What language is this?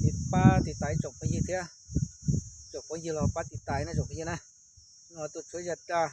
Hmong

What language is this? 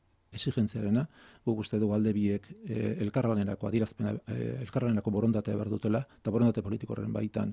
Basque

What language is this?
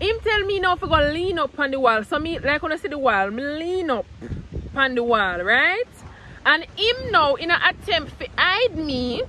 Jamaican Creole English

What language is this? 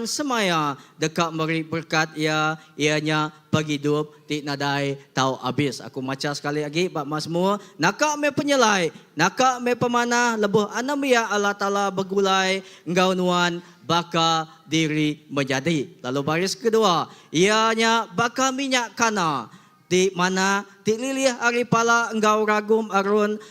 Iban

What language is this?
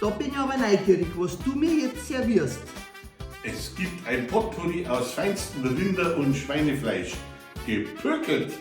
Bavarian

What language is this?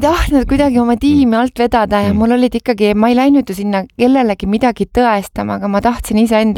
Estonian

